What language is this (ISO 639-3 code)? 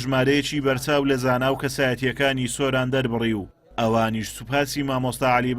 ckb